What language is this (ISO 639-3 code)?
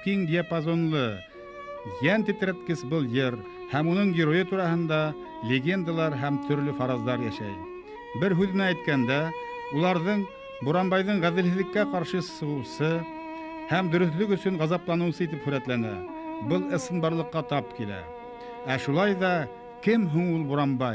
bak